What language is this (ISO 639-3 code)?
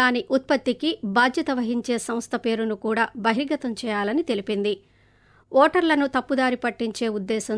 tel